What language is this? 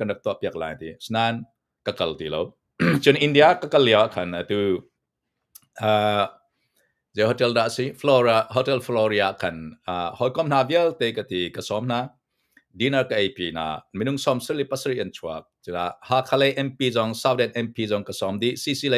Hakha Chin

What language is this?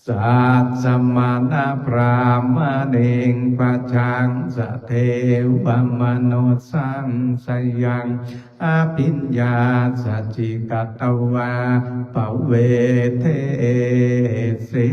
Pali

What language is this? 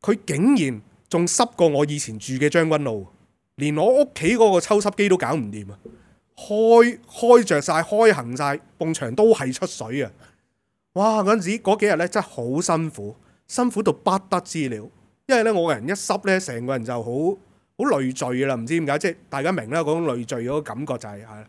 Cantonese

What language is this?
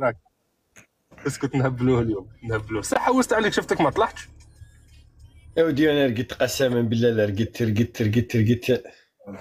Algerian Arabic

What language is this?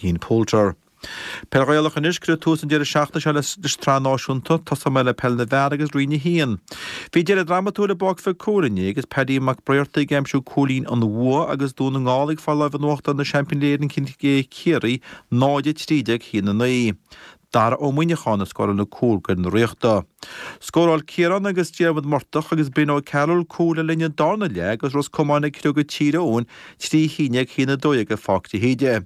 Irish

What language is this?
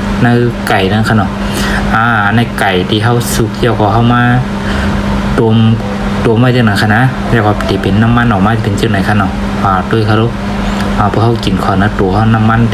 Shan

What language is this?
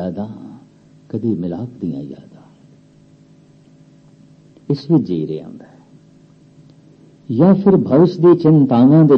Punjabi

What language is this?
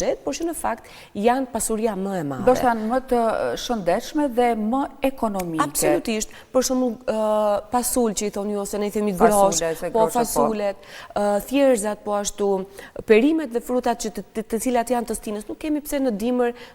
Albanian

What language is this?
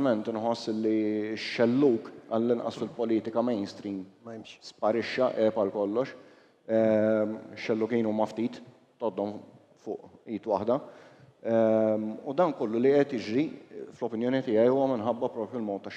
Maltese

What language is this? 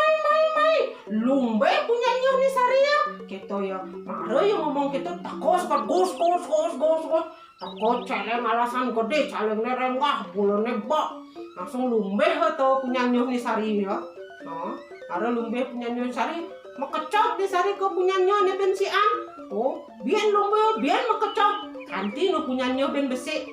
Balinese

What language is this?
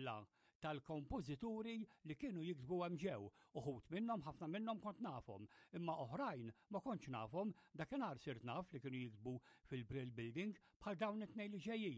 Maltese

